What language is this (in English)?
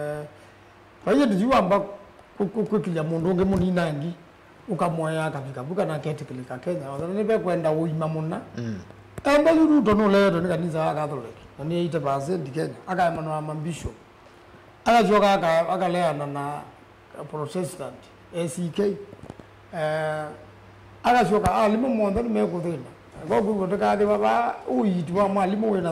Kamba